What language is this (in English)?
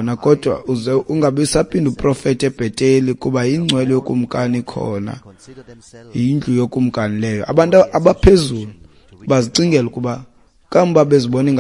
Xhosa